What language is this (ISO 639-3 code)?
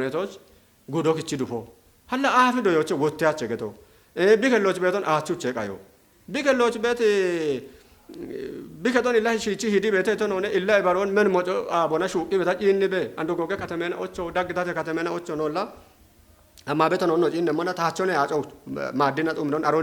kbr